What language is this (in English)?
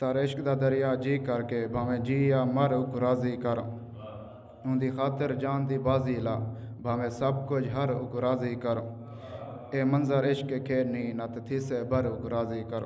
Saraiki